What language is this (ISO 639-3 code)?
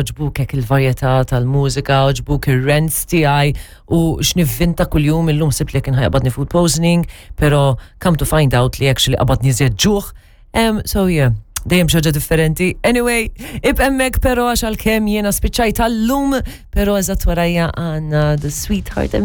mlt